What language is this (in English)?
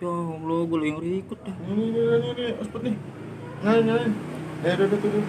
Betawi